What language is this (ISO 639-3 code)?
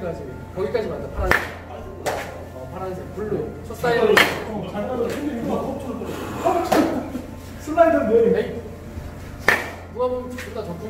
kor